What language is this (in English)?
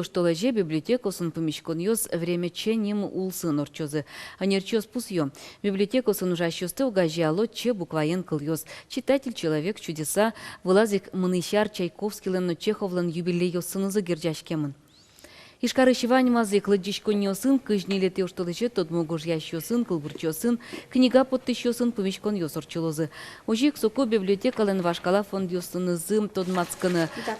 Udmurt